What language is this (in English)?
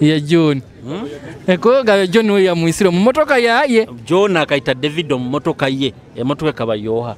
Nyoro